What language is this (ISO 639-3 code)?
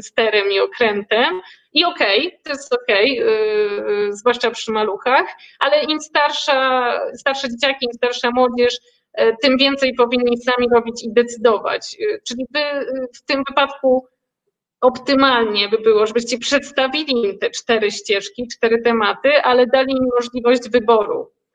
pol